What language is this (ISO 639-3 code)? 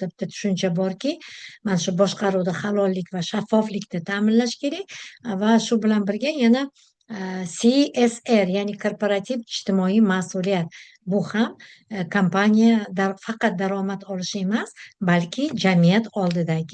uzb